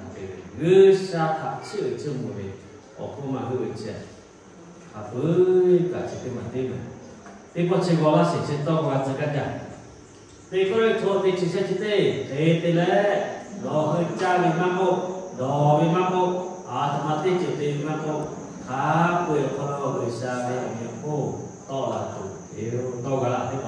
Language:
Lahu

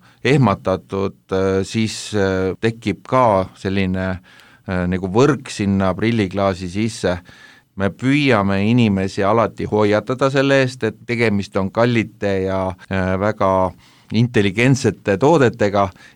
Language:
Estonian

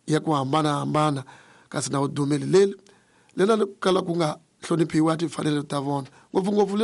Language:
Tsonga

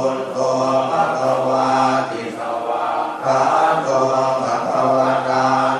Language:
Pali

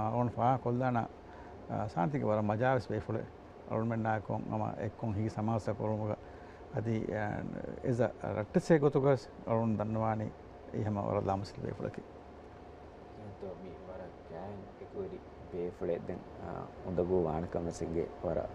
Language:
Divehi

